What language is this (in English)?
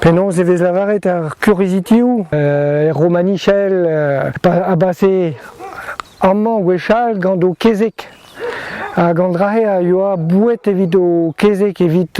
Breton